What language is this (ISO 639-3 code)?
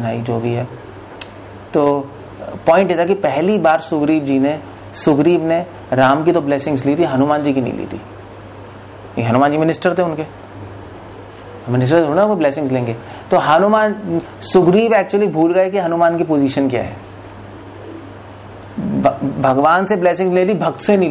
hin